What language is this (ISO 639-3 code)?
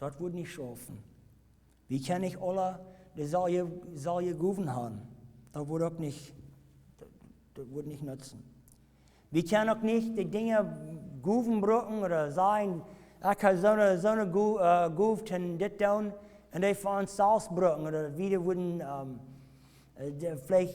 pdt